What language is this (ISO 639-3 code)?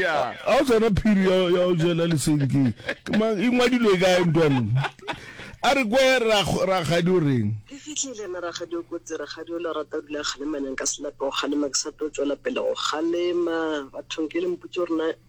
nso